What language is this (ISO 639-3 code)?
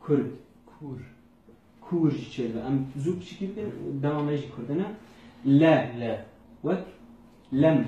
kur